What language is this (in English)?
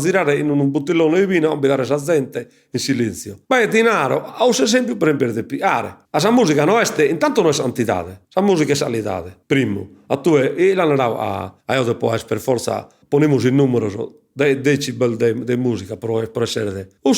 Sardinian